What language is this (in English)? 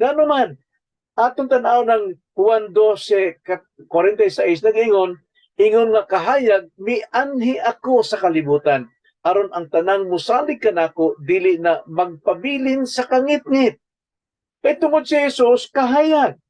Cebuano